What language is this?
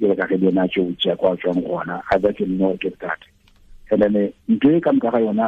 Tswana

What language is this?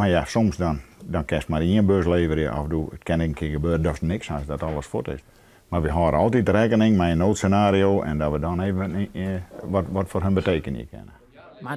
Western Frisian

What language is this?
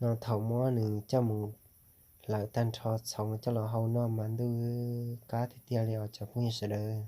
Hmong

